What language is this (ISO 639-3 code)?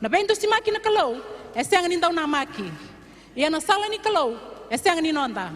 fij